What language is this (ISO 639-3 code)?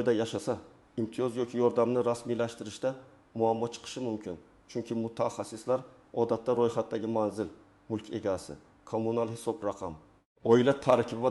uzb